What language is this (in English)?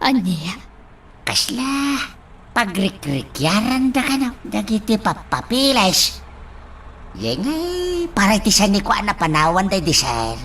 Iloko